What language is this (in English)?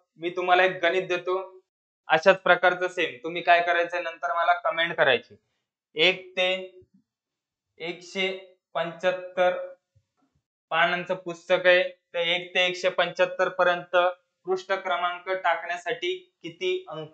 Marathi